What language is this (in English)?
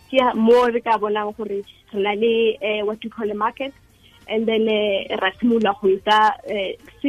Tswana